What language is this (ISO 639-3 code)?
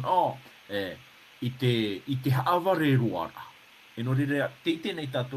tah